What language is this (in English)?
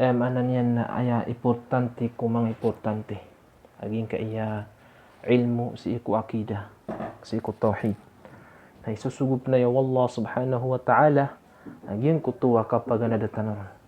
Maranao